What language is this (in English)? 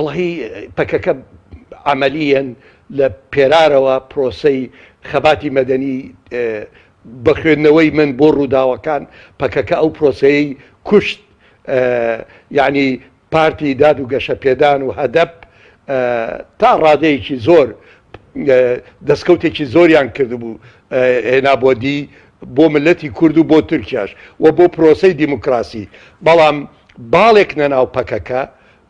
Central Kurdish